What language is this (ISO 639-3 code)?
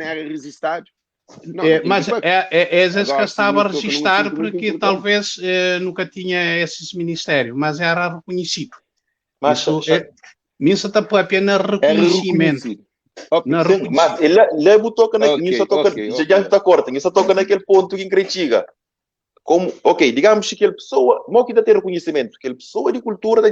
kea